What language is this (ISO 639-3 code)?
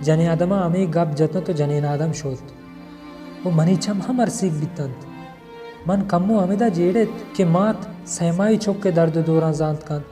bal